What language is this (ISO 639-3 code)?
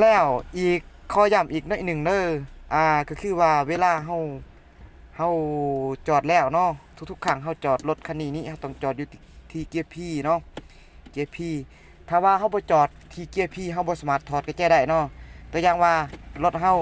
lao